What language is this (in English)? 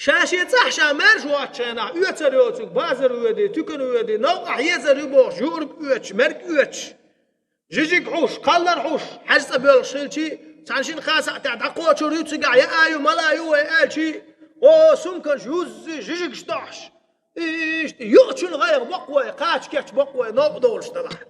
Chechen